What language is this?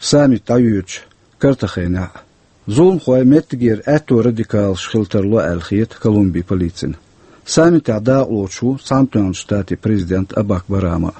Chechen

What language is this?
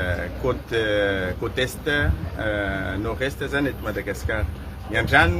Malagasy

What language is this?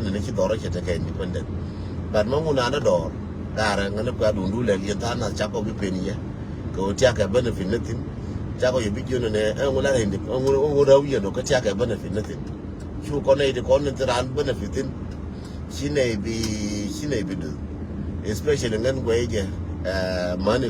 Nuer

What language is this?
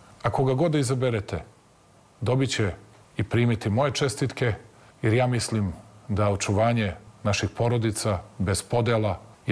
Serbian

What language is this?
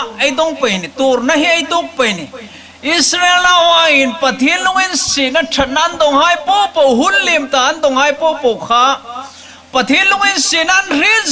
Hmar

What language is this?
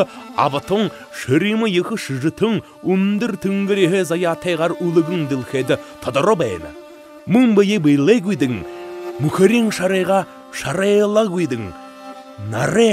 Buriat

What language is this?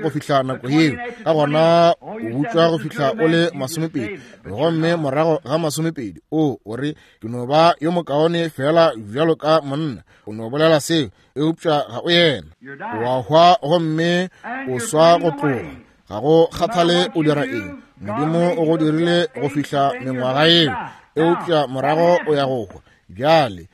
Northern Sotho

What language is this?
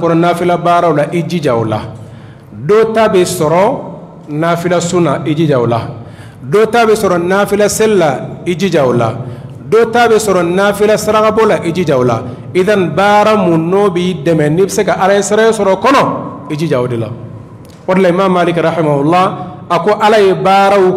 Bambara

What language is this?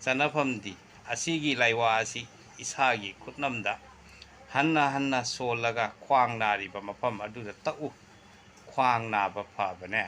Manipuri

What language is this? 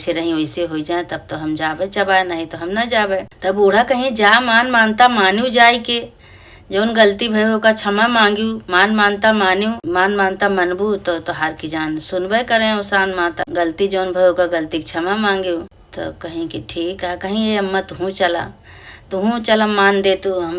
Awadhi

